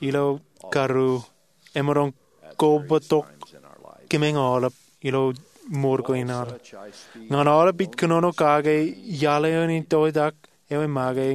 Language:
Marshallese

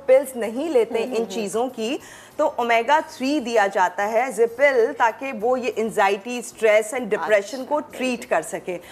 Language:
Hindi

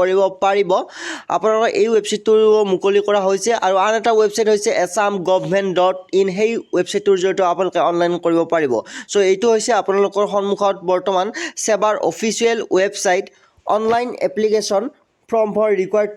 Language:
Assamese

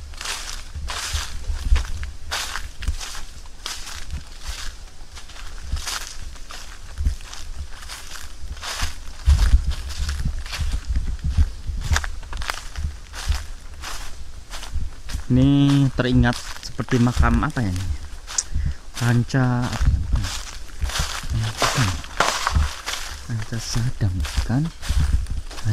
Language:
Indonesian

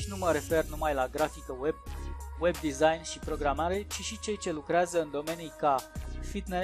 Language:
Romanian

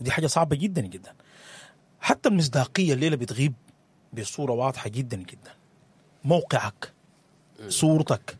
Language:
Sudanese Arabic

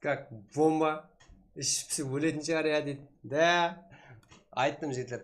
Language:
Kara-Kalpak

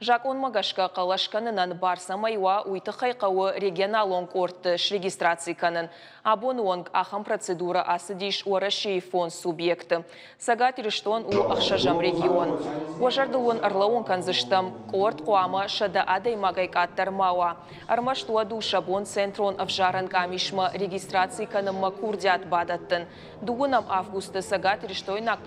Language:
Ossetic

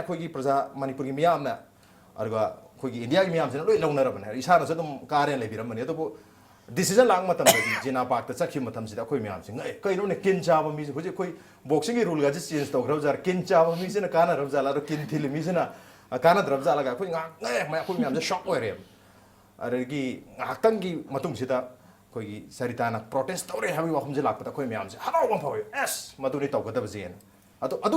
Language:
Manipuri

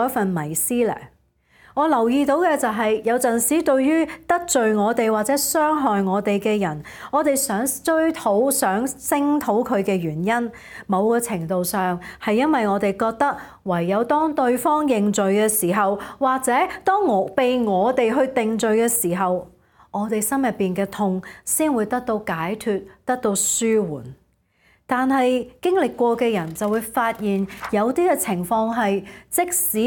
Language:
Cantonese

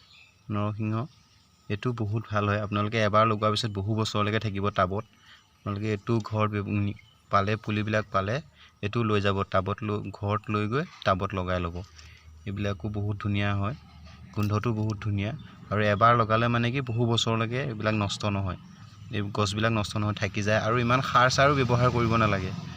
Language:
Assamese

